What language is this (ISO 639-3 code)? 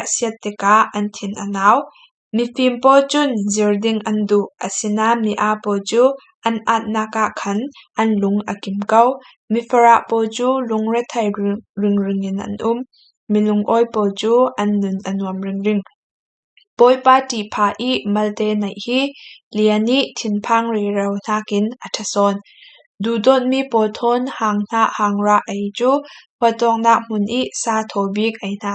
cfm